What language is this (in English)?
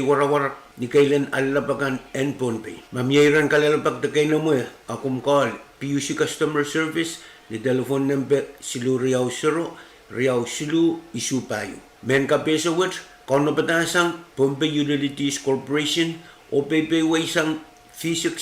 Pohnpeian